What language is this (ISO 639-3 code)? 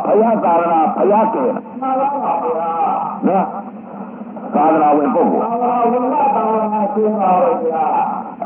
mya